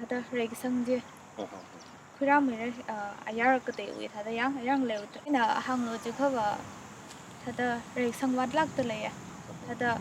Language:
Tangkhul Naga (India)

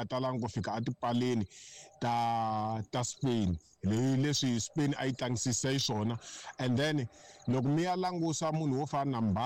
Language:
Tsonga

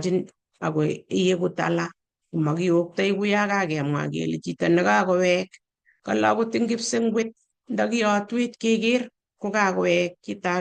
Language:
Kalenjin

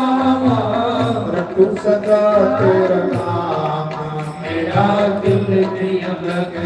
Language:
Dogri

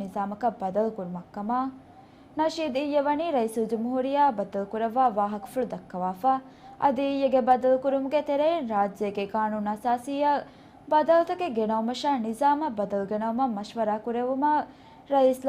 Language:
Divehi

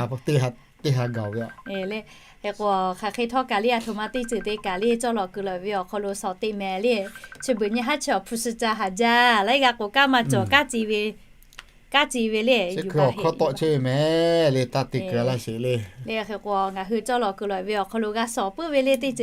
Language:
Lahu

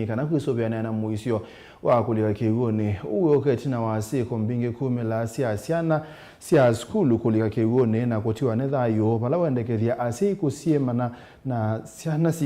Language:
Kamba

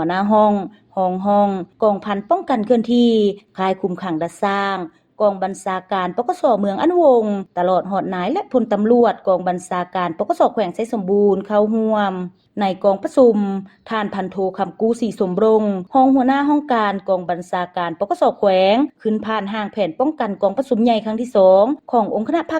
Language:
Lao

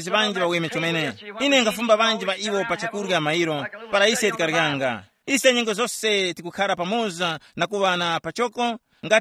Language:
Tumbuka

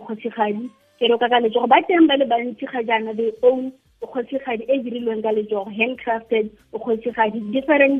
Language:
Tswana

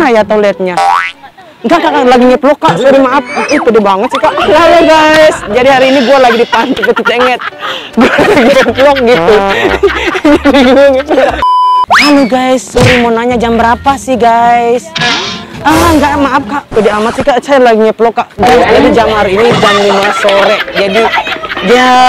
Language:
Indonesian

